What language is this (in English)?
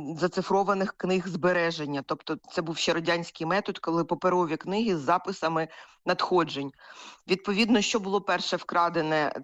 Ukrainian